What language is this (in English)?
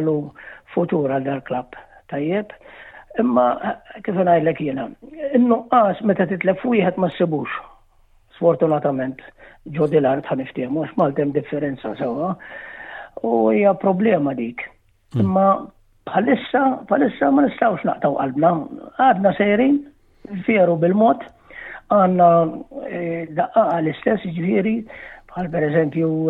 Maltese